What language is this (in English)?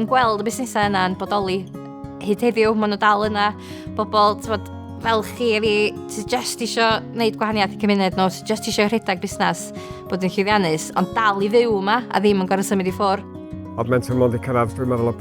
Welsh